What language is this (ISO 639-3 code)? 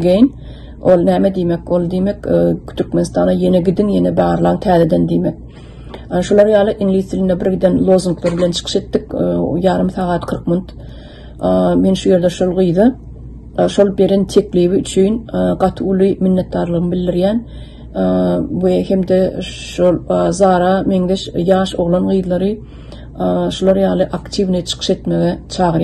tuk